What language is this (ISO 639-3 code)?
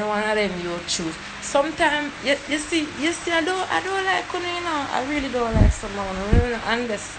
jam